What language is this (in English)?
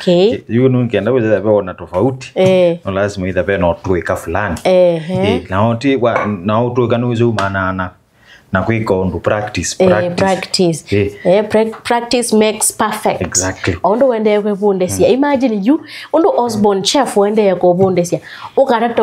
Kamba